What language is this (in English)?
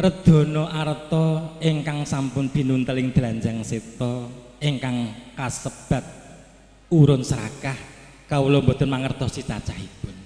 Javanese